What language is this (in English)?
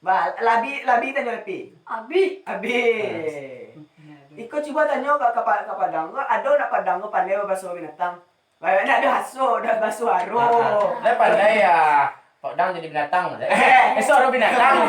Minangkabau